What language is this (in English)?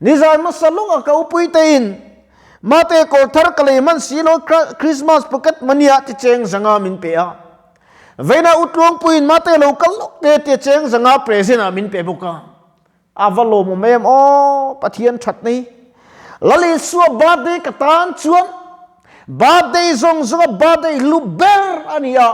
Mizo